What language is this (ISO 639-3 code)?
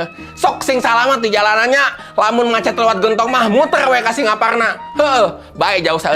sun